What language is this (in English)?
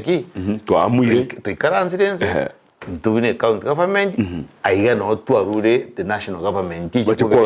Gusii